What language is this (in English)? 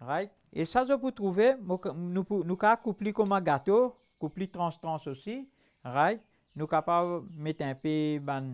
Morisyen